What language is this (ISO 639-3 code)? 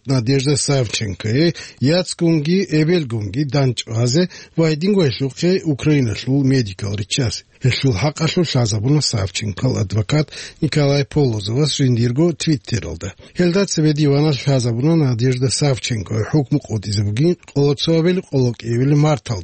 ava